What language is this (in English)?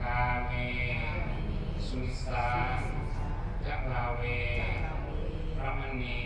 Pali